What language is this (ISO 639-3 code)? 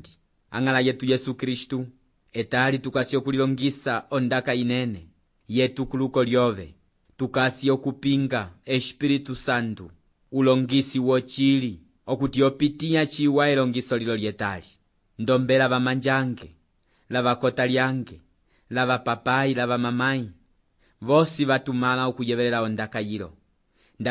umb